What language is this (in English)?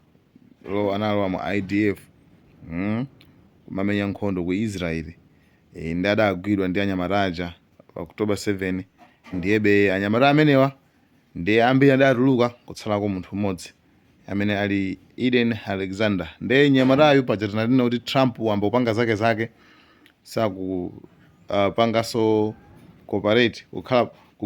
Nyanja